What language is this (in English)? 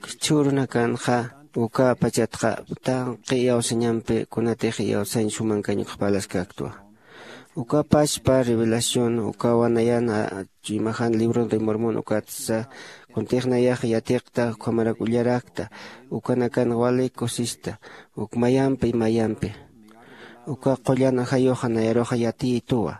Aymara